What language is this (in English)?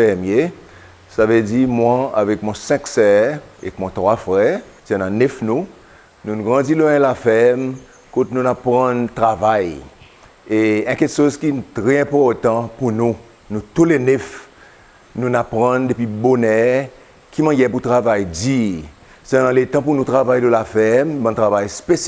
Seselwa Creole French